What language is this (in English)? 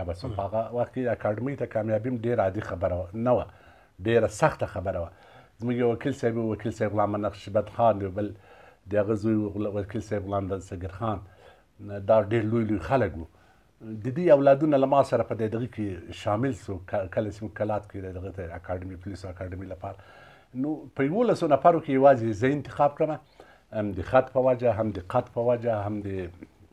Pashto